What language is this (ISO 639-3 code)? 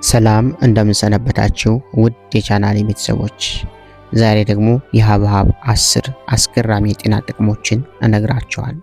amh